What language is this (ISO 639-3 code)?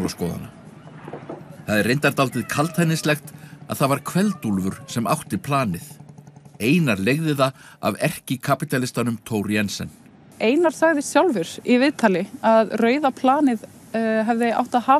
isl